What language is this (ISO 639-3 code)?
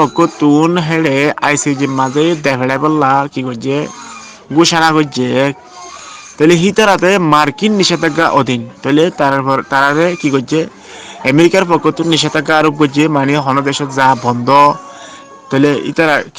rhg